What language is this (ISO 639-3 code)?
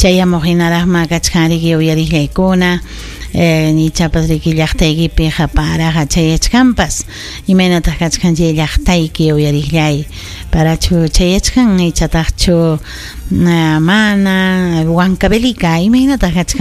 quy